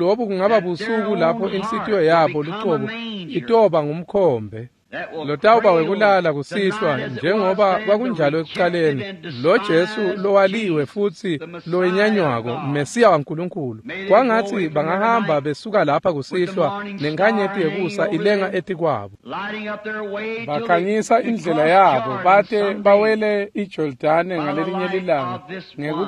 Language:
Swati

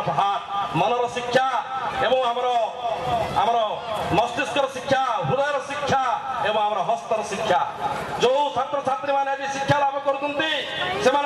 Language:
Odia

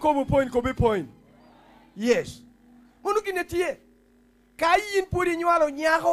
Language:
Lango (Uganda)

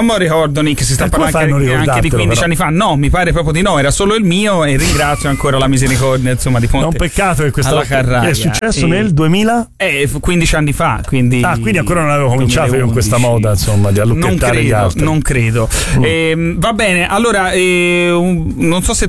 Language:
Italian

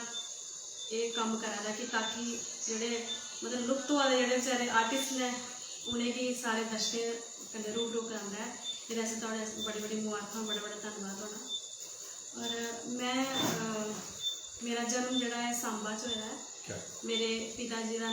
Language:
Dogri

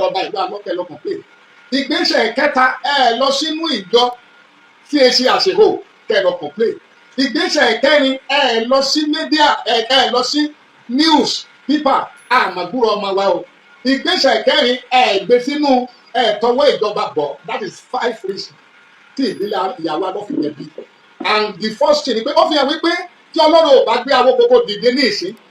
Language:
Yoruba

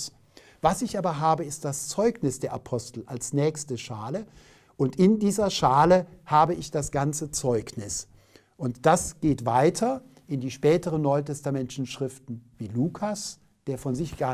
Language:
German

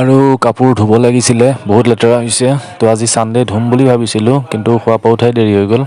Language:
Assamese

